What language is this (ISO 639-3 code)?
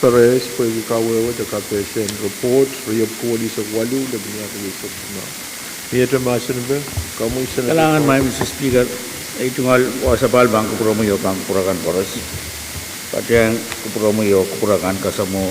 pon